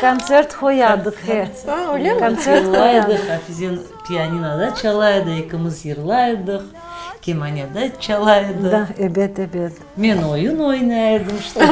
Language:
Crimean Tatar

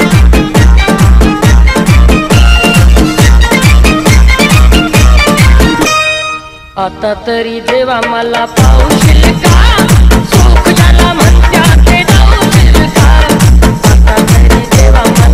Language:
Marathi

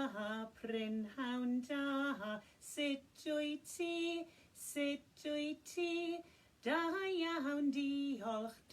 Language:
Welsh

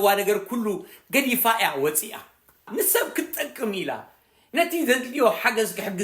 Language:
Tigrinya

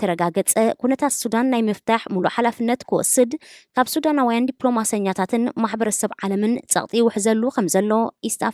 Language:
Tigrinya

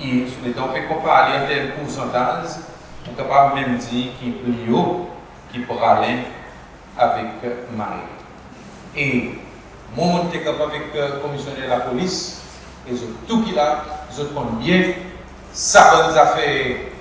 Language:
Seselwa Creole French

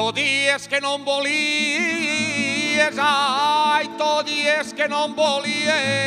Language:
Catalan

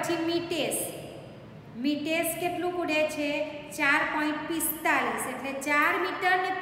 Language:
Gujarati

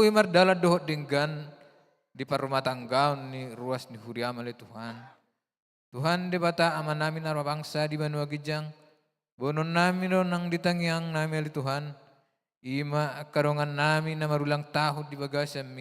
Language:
Batak Toba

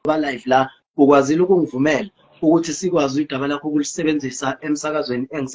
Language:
Zulu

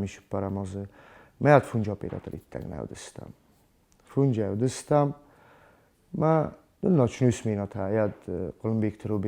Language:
Ossetic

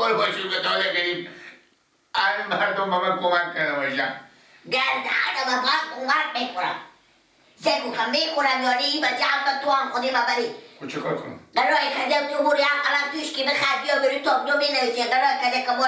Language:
Persian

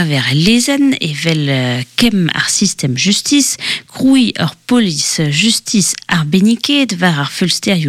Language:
Breton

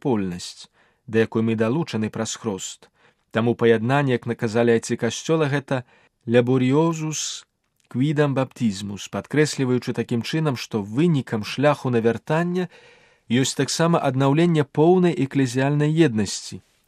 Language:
Belarusian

